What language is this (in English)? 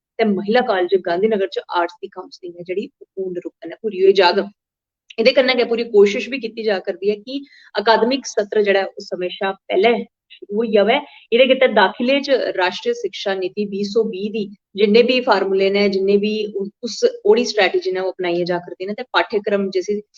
Dogri